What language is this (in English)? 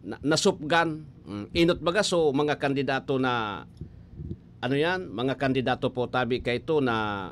Bikol